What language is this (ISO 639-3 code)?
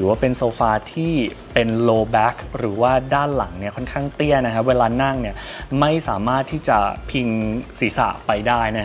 tha